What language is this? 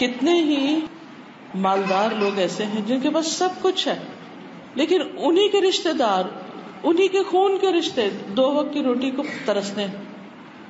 Urdu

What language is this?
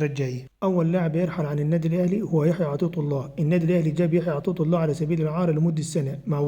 Egyptian Arabic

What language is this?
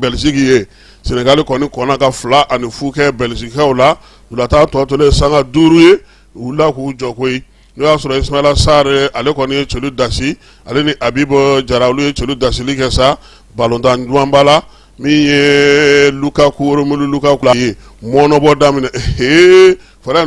Bambara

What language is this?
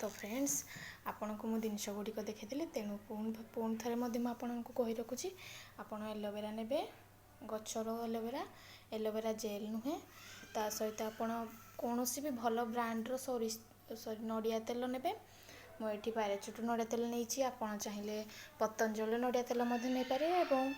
Odia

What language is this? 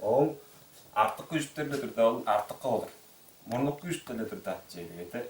Tuvinian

